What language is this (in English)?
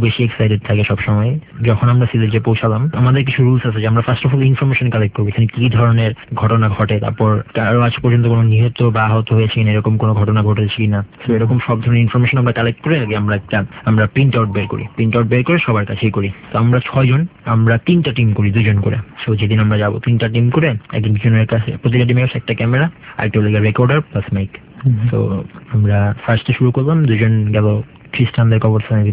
Bangla